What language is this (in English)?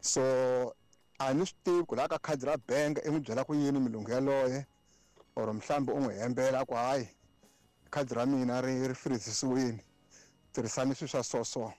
Tsonga